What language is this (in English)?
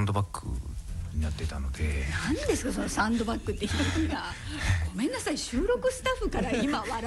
Japanese